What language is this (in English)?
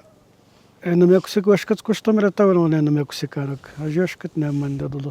Atikamekw